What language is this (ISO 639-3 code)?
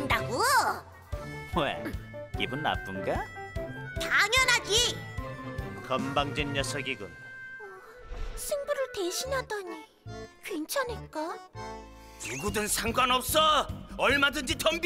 kor